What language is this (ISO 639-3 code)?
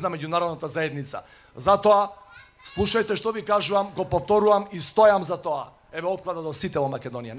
mkd